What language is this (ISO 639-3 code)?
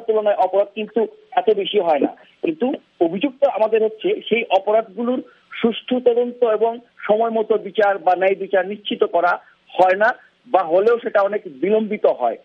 ben